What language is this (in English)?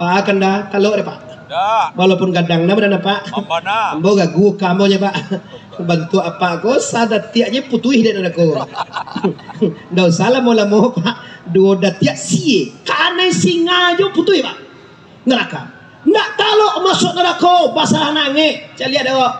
Minangkabau